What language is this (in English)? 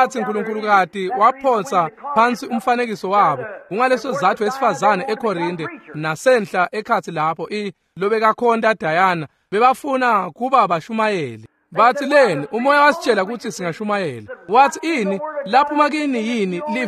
Swati